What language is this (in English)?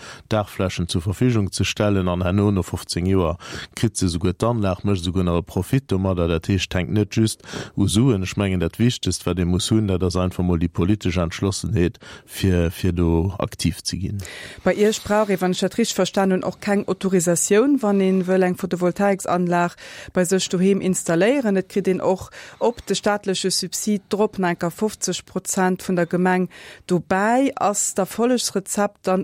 Luxembourgish